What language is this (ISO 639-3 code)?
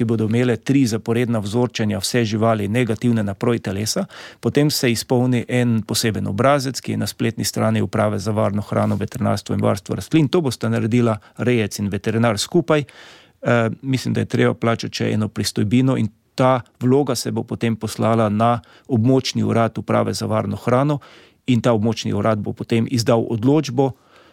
slv